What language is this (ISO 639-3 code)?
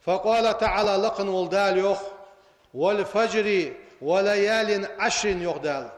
inh